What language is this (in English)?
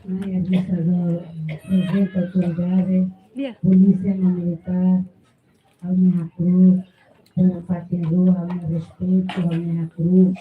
Tetum